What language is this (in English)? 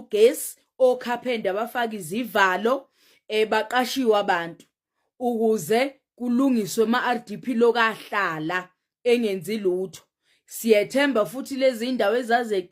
Zulu